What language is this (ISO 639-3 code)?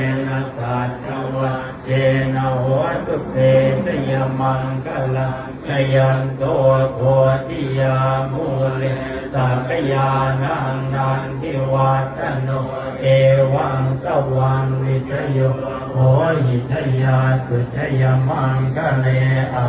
pli